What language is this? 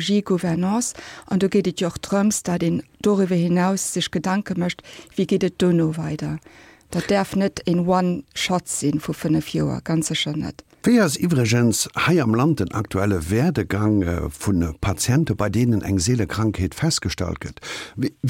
Luxembourgish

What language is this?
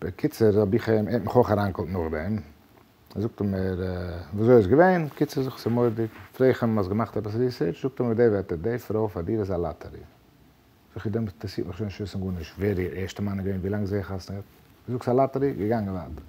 Yiddish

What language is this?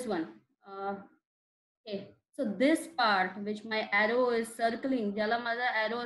Marathi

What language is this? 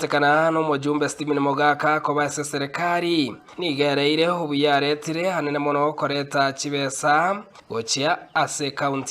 Gusii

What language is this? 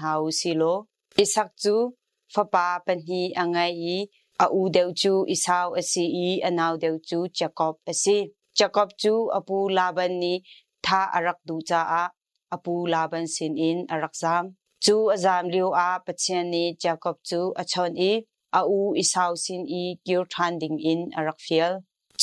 Hakha Chin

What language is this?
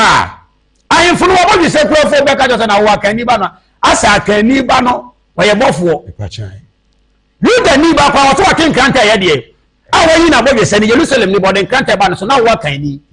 Akan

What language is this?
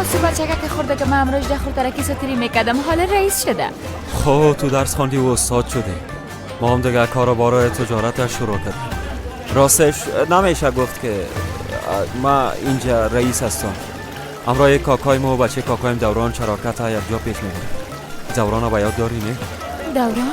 Persian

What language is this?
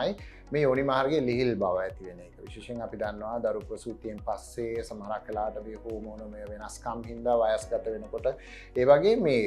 Sinhala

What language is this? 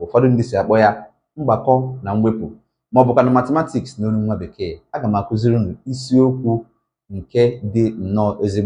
Igbo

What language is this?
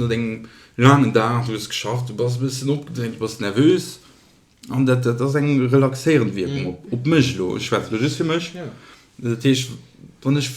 Luxembourgish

